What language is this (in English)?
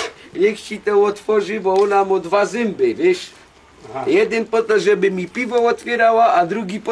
Silesian